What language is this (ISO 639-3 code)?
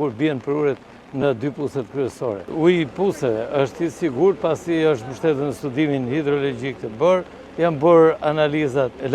sqi